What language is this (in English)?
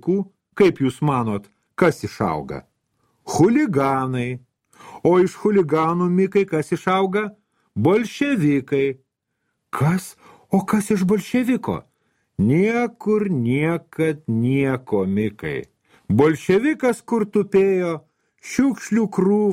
Lithuanian